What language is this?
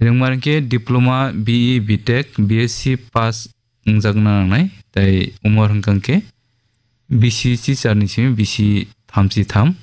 Kok Borok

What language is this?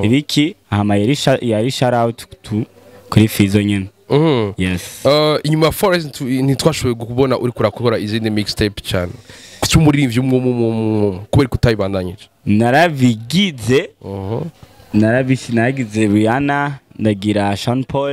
Rundi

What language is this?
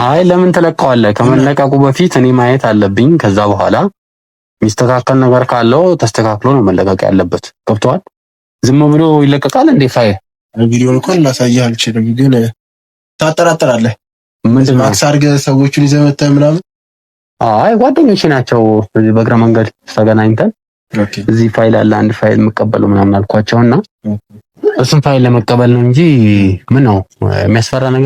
Amharic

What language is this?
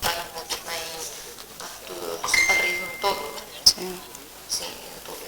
Tetum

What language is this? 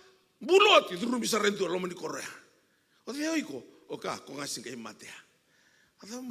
Fijian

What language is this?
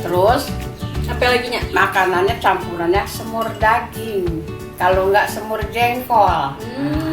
Betawi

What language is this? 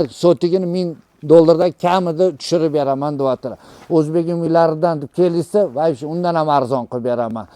Uzbek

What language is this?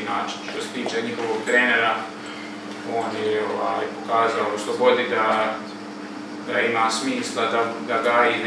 Croatian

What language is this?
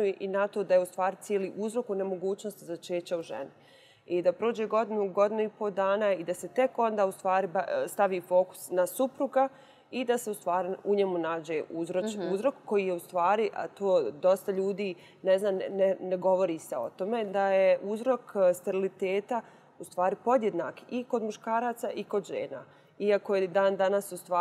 Bosnian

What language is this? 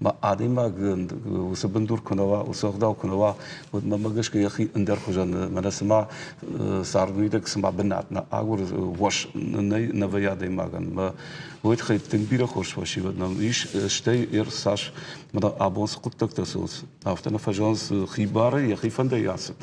Ossetic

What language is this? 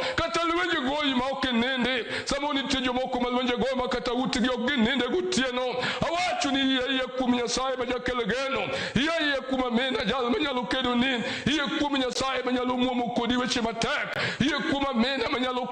Luo (Kenya and Tanzania)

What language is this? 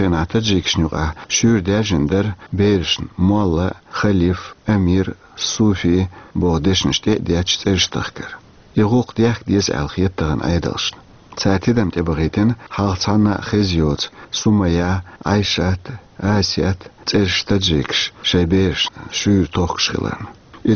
Chechen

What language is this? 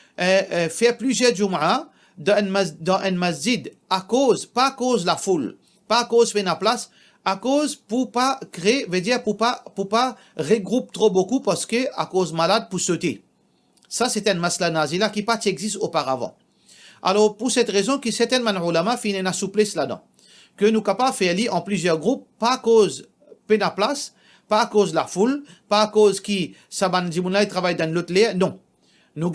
Morisyen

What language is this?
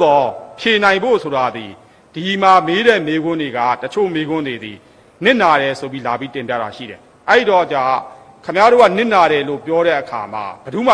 Burmese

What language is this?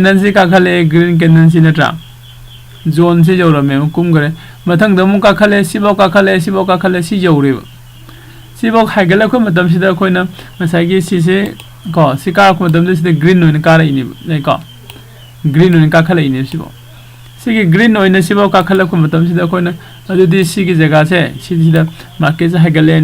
Manipuri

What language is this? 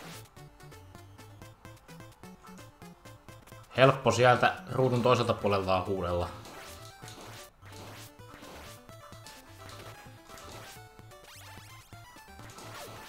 Finnish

